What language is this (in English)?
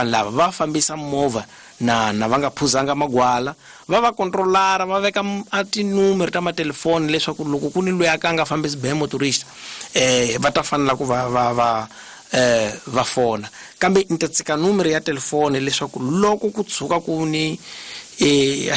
Tsonga